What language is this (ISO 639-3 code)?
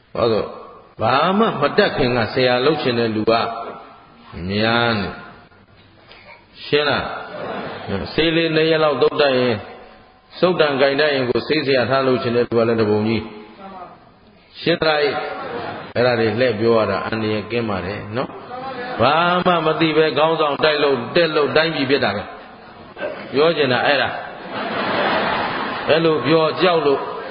mya